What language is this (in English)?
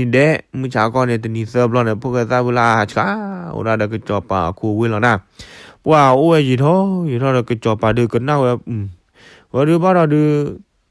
S'gaw Karen